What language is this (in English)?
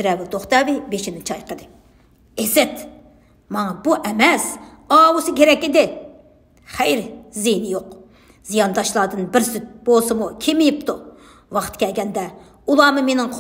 Uyghur